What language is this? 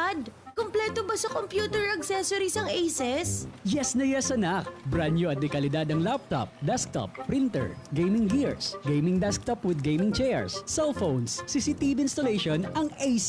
Bikol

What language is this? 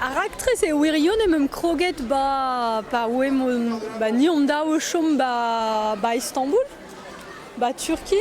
Breton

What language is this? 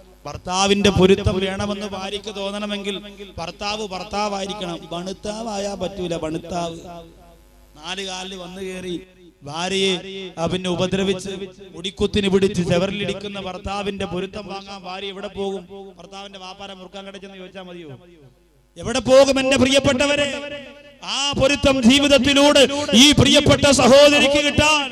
Malayalam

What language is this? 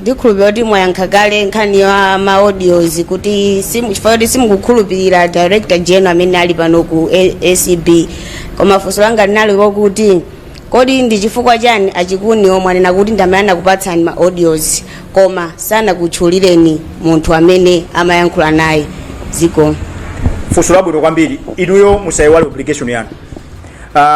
Nyanja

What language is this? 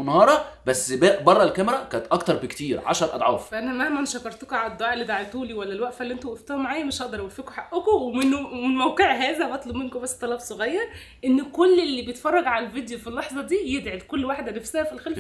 Egyptian Arabic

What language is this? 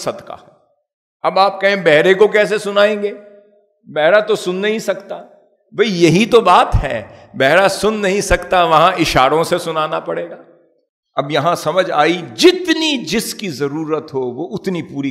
Urdu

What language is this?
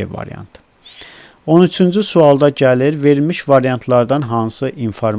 Azerbaijani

